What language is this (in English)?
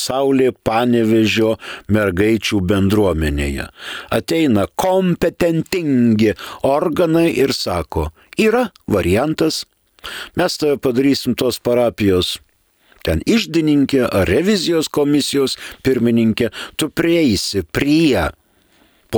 Lithuanian